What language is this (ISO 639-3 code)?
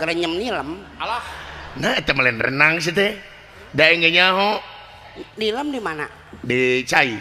sun